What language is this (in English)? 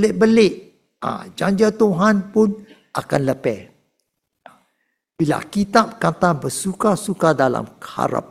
Malay